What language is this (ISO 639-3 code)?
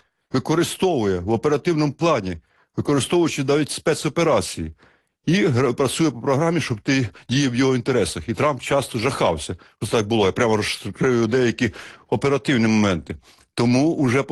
ukr